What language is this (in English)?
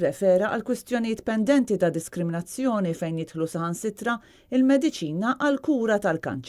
Maltese